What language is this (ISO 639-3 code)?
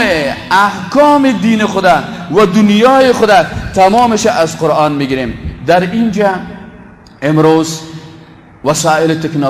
fas